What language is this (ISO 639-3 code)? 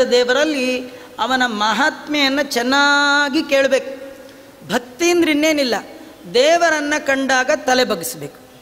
kan